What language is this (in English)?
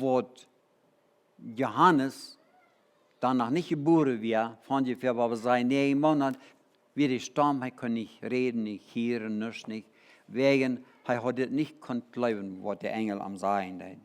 Plautdietsch